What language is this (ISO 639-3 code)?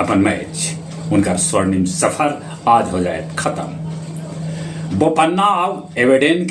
mag